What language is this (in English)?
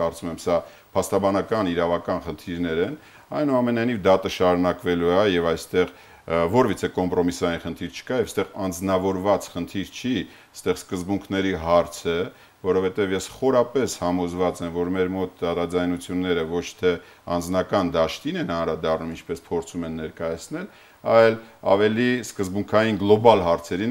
Armenian